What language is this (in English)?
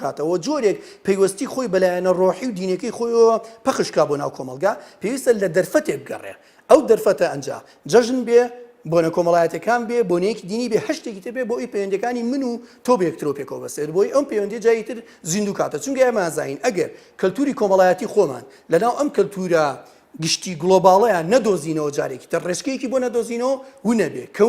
Central Kurdish